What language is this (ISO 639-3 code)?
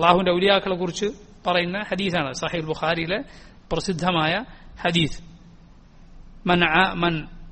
mal